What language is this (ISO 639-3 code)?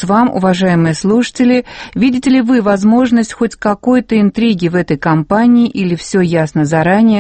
rus